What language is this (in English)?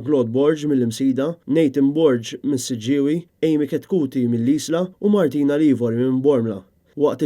Maltese